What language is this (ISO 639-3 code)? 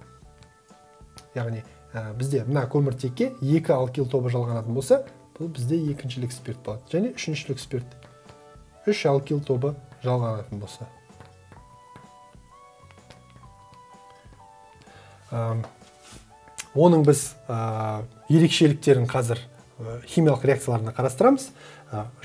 kaz